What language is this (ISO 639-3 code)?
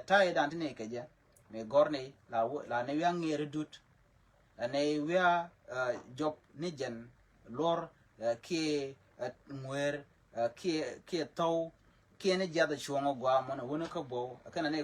nus